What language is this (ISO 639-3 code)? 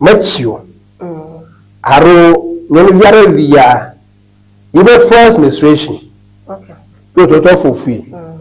ewe